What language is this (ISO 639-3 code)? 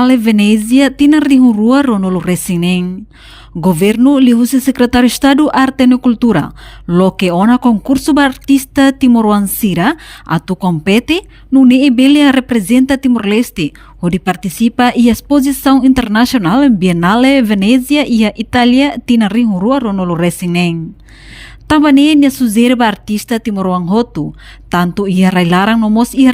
tet